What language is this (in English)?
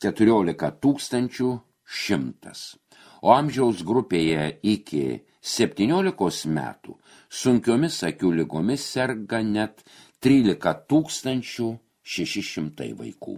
Lithuanian